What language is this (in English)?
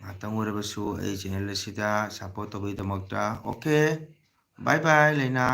Manipuri